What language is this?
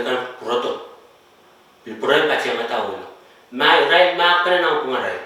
Pohnpeian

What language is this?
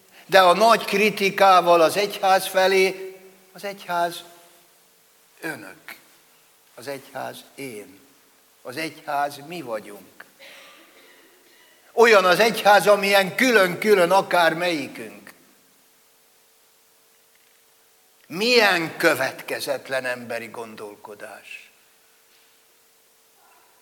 Hungarian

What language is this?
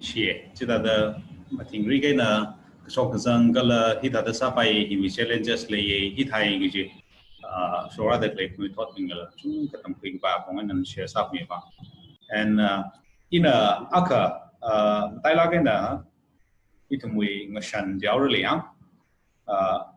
Tangkhul Naga (India)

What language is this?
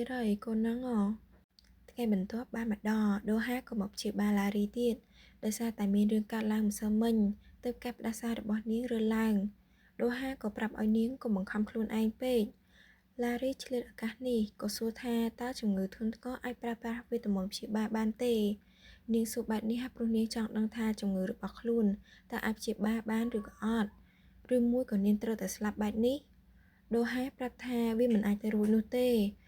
Khmer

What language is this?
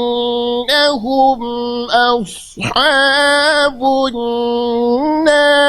Uyghur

